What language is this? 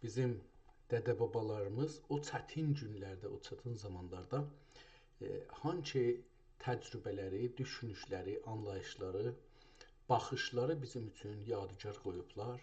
South Azerbaijani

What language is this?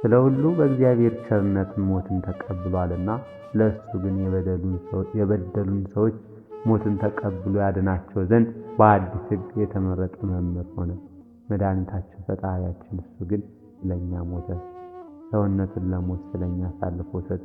Amharic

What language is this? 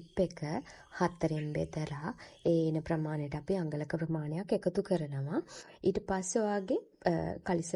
Sinhala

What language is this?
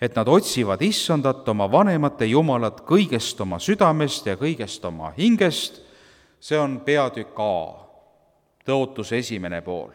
Estonian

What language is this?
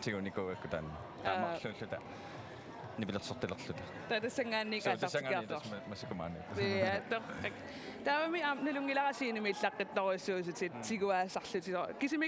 Kalaallisut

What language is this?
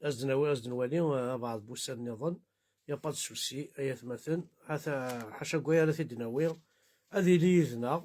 Kabyle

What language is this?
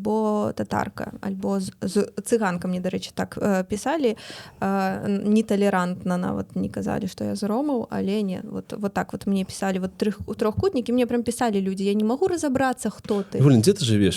Belarusian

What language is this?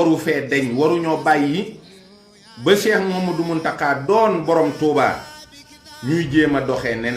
Wolof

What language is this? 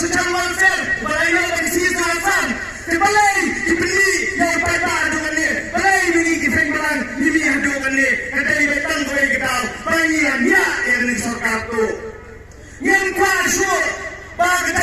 Khasi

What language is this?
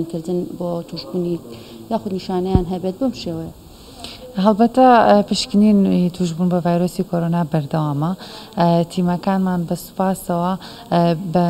Central Kurdish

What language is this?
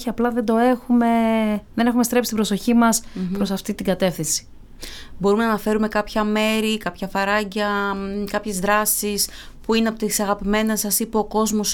Greek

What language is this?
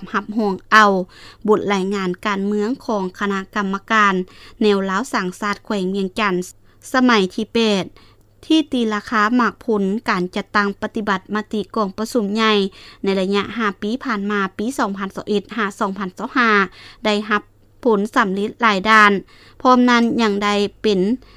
Lao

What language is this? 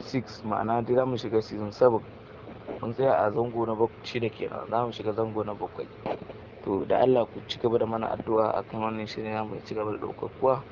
Hausa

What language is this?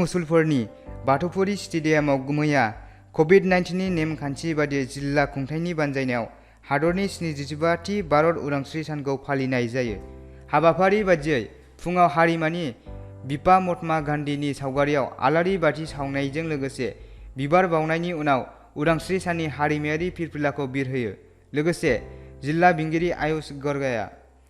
Bodo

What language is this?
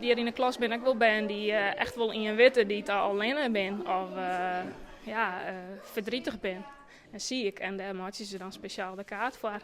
Western Frisian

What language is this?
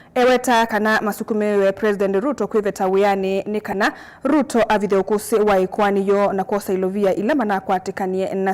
Kamba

